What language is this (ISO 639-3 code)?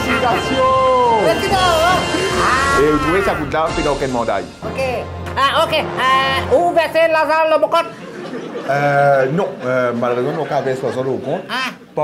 mfe